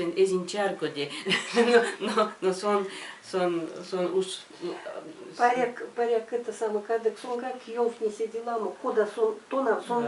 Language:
Erzya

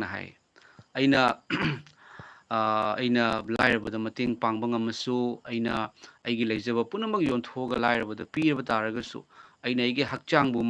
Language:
Manipuri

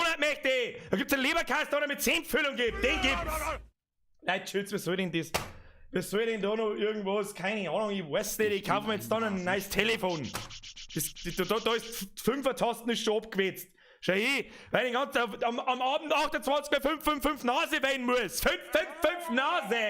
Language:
Bavarian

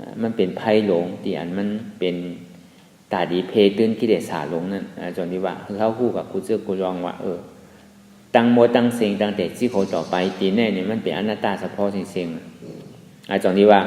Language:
Shan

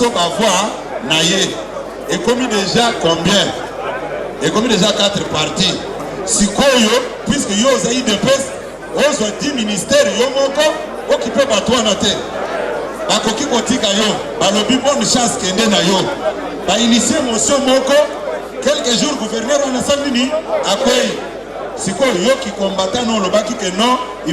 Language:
Lingala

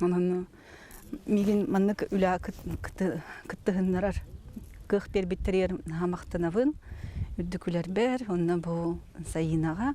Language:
Yakut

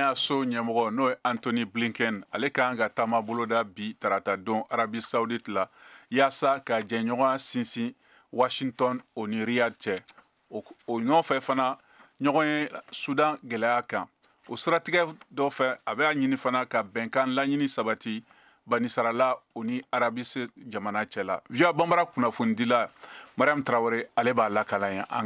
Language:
Bambara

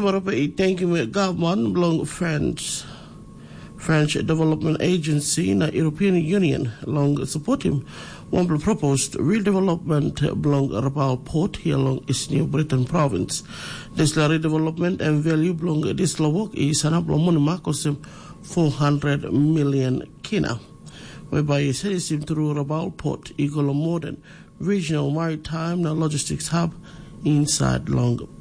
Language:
Tok Pisin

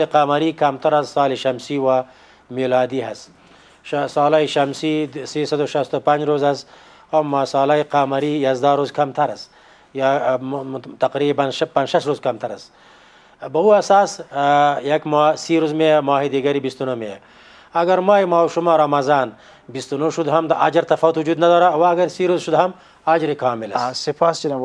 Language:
Persian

